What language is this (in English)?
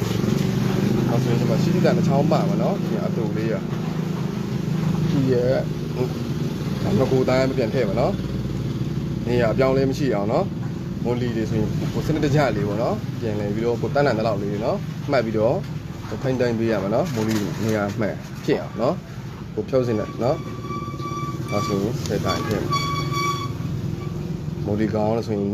Burmese